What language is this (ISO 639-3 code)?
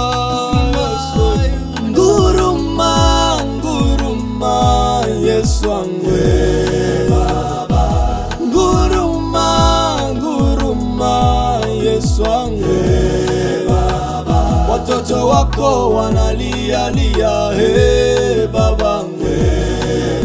swa